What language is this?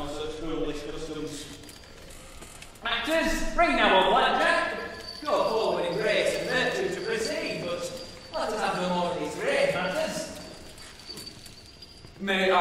English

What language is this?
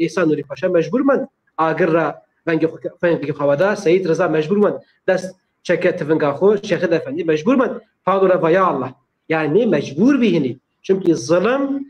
Zaza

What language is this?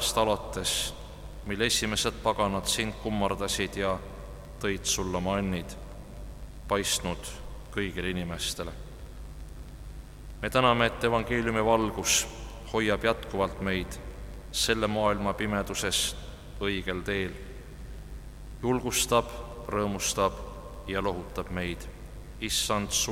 Estonian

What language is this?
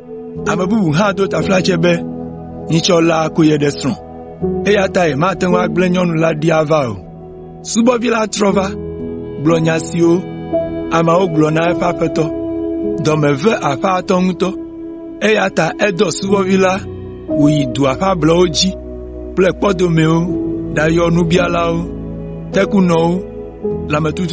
Ewe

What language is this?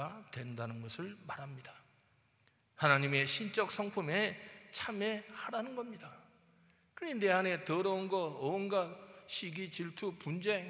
Korean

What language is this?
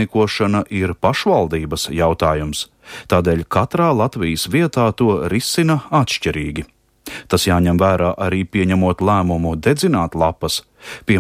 Latvian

